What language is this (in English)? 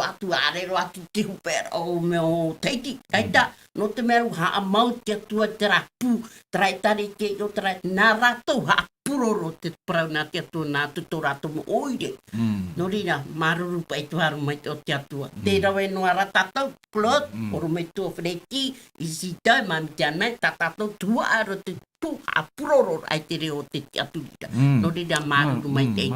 Tahitian